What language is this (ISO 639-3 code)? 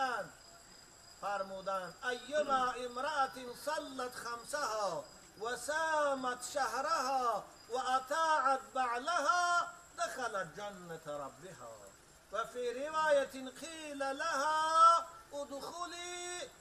tgk